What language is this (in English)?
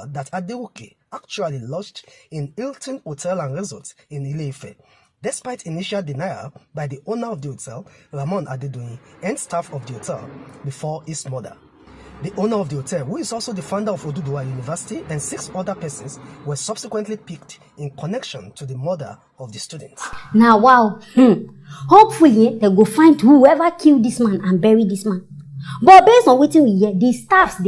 Nigerian Pidgin